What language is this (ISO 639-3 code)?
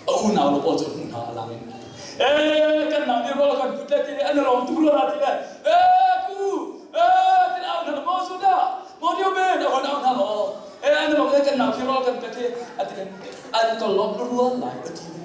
cnh